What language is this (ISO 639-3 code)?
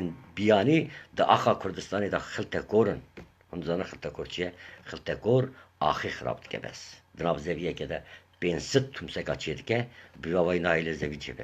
kur